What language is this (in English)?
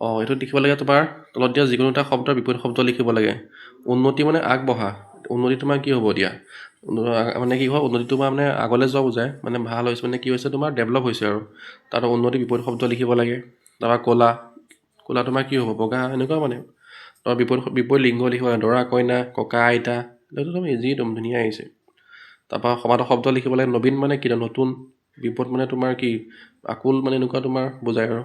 Assamese